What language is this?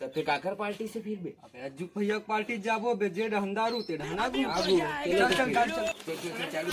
Chhattisgarhi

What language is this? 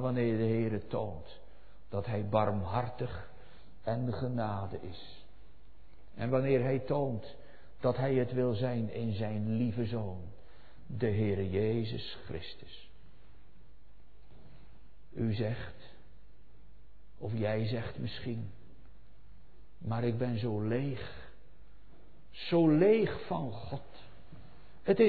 Dutch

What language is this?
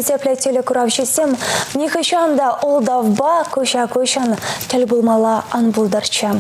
Chuvash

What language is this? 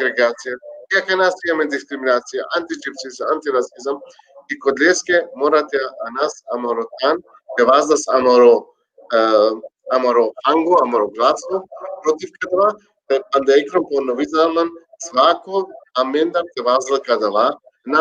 Balkan Romani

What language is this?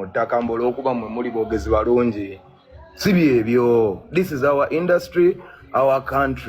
Ganda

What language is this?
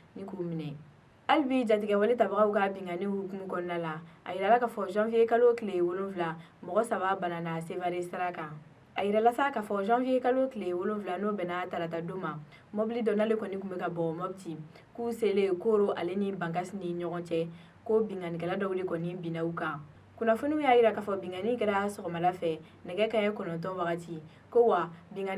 Bambara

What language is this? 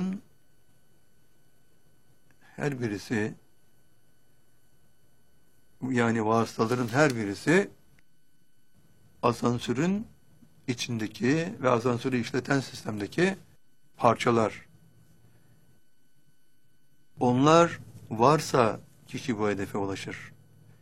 Turkish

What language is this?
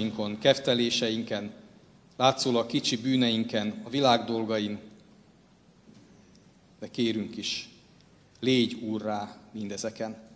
Hungarian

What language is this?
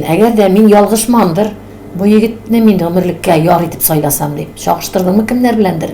Tatar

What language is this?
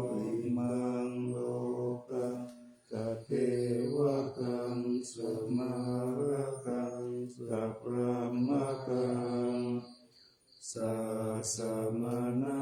Pali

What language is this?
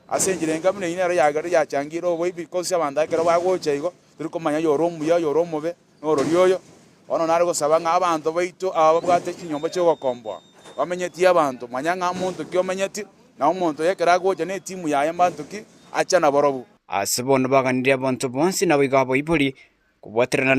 Gusii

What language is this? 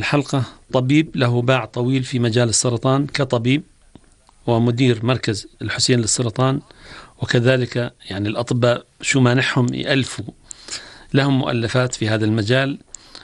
North Levantine Arabic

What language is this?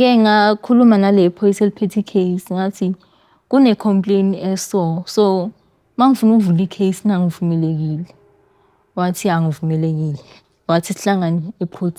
Zulu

